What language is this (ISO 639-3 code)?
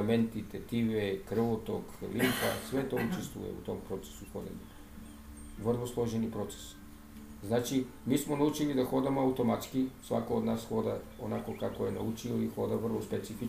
srp